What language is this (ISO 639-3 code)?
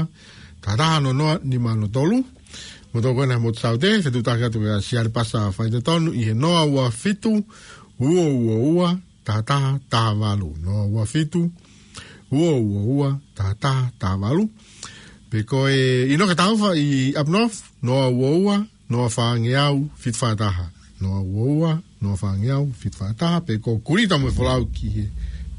ton